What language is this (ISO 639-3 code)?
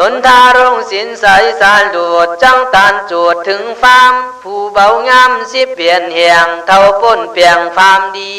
kkh